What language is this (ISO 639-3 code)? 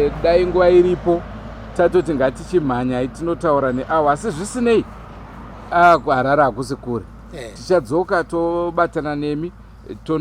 sna